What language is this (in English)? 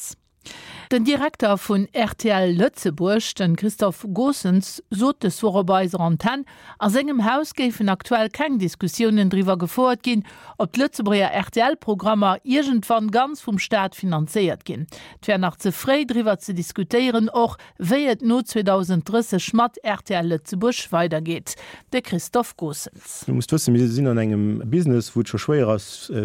Luxembourgish